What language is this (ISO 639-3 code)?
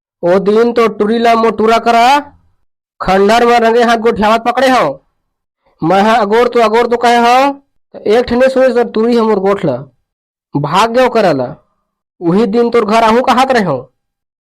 hne